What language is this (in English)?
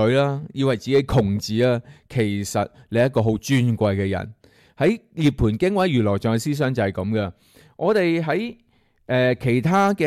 Cantonese